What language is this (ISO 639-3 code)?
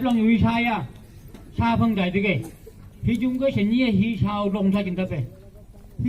nph